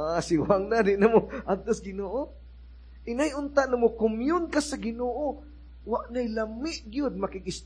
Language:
Cebuano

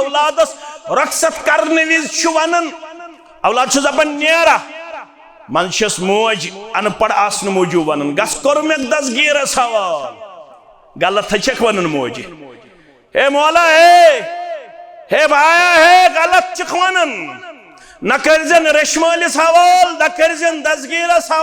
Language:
Kashmiri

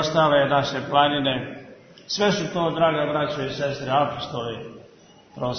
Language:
Serbian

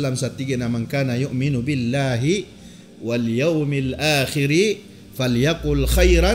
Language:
Maranao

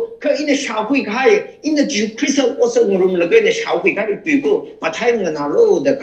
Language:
Tangkhul Naga (India)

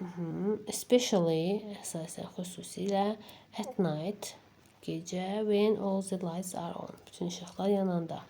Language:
Azerbaijani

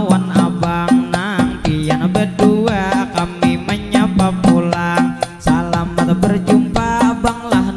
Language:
Banjar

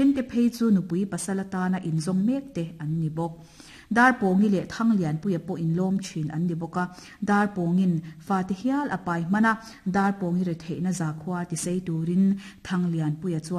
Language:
Mizo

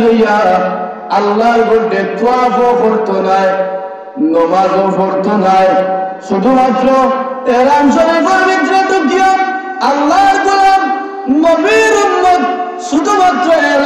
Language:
Sylheti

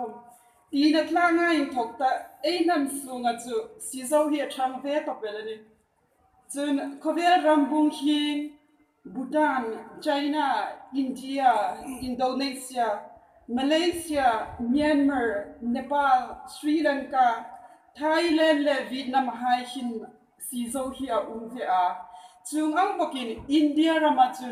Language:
Hmar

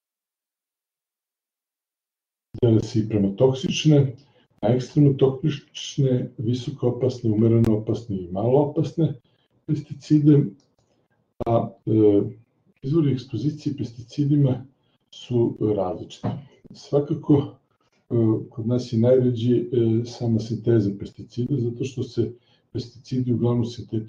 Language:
Serbian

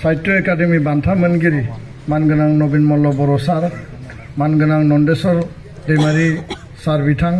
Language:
Bodo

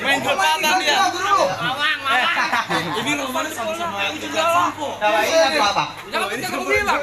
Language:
Betawi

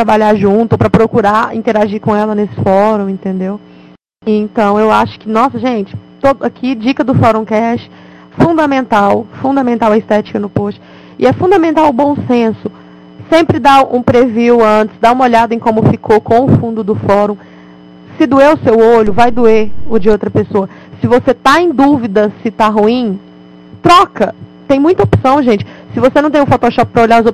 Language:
Portuguese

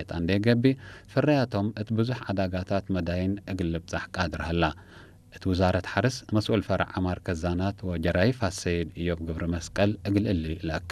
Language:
Tigre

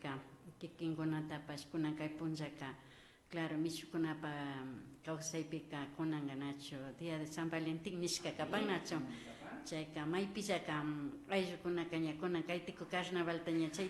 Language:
Imbabura Highland Quichua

